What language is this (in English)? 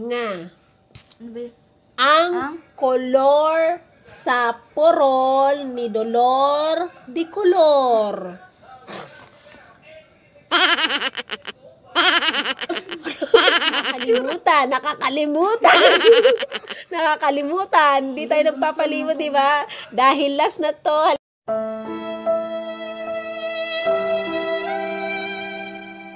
Filipino